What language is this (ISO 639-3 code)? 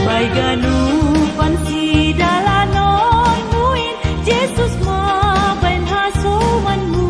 bts